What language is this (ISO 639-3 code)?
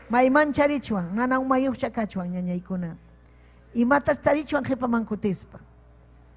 quy